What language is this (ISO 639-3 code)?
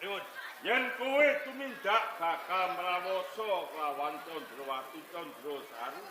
jav